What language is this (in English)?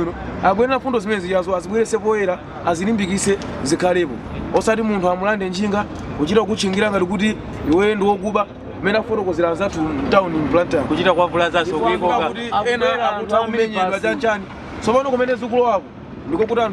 Nyanja